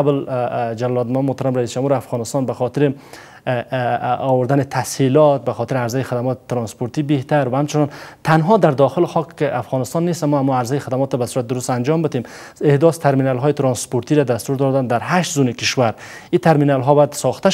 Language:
Persian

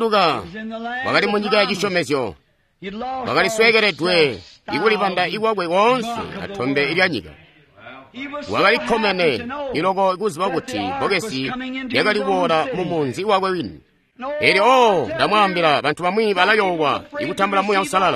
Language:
Tonga (Zambia)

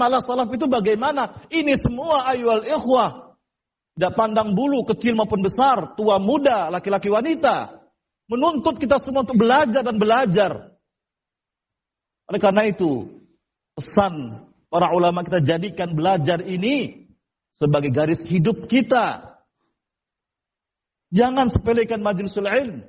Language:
Indonesian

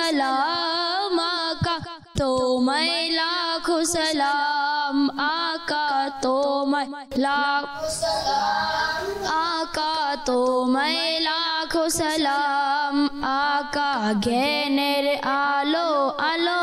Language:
Bangla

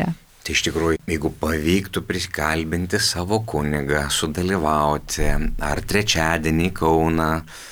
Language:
Lithuanian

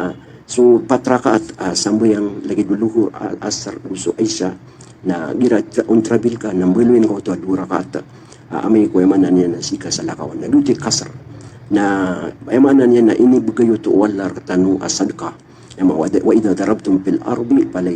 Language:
Maranao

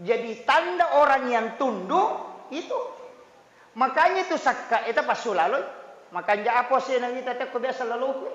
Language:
Buginese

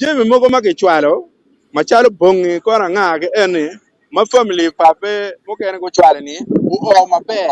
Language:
Acoli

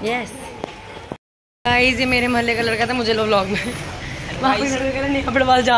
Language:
Hindi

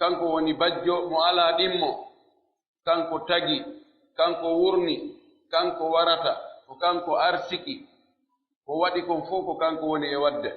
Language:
Pular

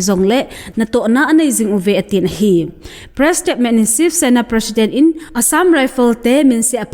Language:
Thado Chin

